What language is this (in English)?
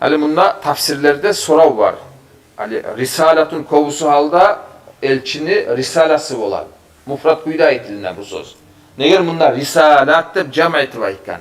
Kumyk